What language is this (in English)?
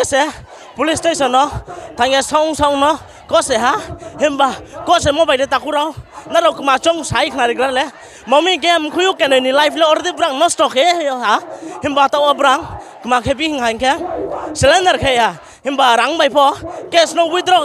Riang (India)